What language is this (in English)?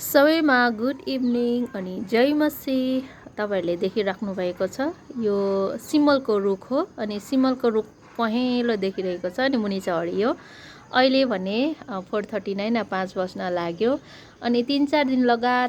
Nepali